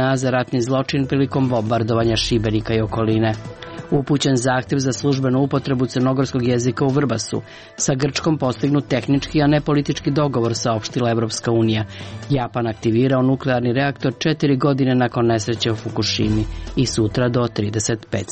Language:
Serbian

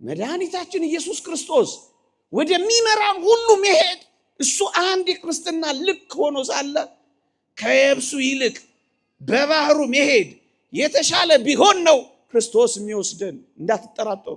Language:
Amharic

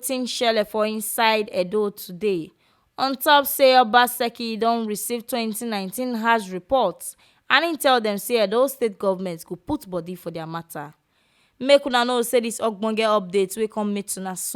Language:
Nigerian Pidgin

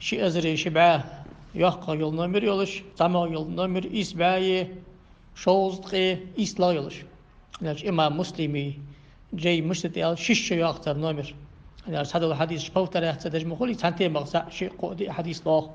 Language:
Ingush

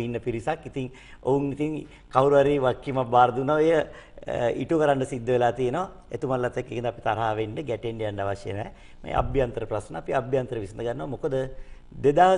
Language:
Sinhala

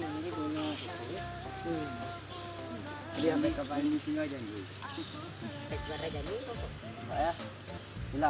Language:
Malay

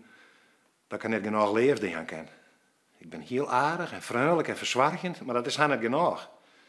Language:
Western Frisian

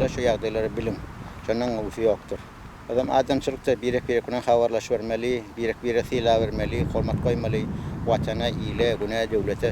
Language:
Turkmen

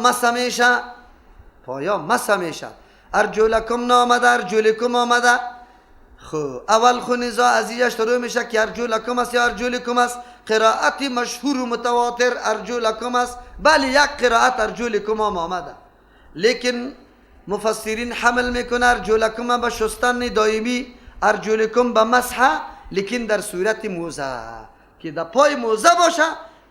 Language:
Persian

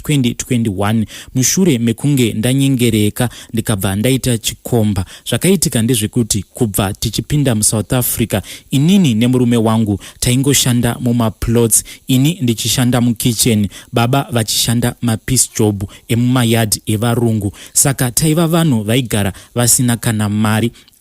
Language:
Shona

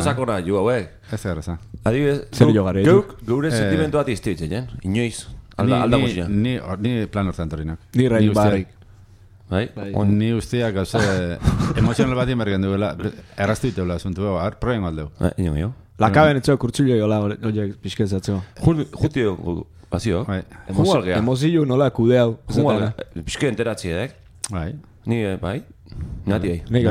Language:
Basque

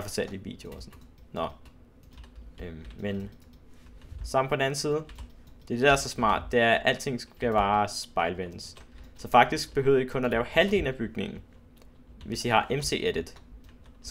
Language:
Danish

